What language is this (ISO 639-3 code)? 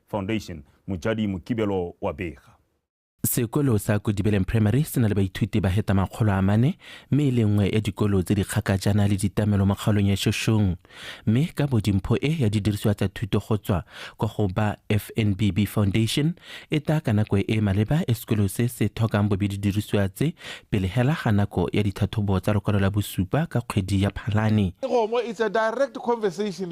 tsn